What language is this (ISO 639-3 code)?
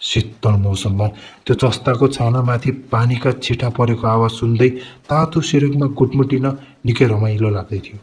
nep